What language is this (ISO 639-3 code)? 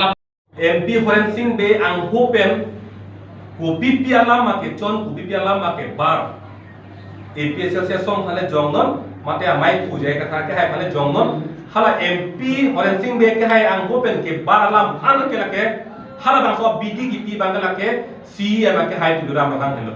mjw